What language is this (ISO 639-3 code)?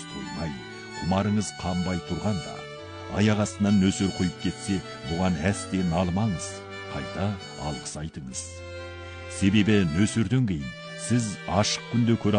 kaz